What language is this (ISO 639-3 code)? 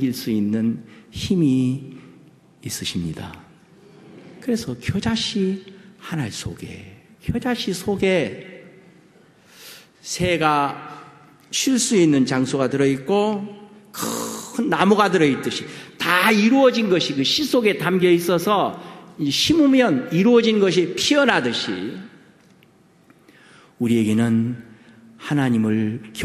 kor